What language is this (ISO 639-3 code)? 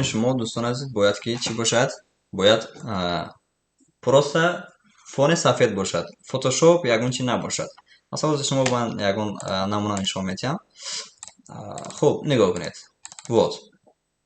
tgk